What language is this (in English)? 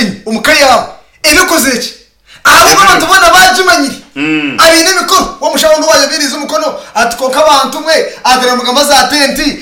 Nyankole